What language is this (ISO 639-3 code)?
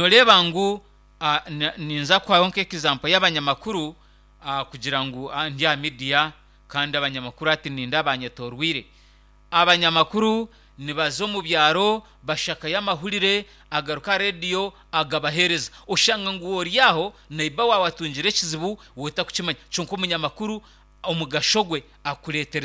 nyn